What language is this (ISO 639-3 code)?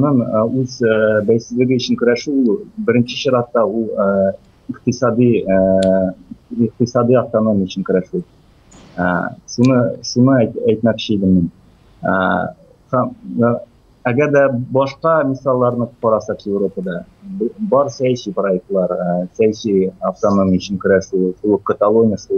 tat